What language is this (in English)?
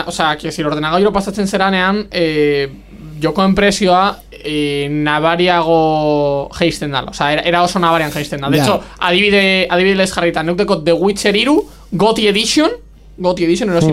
Basque